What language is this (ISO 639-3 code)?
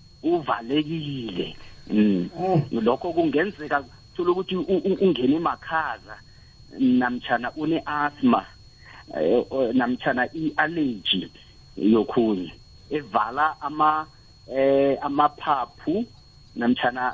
nbl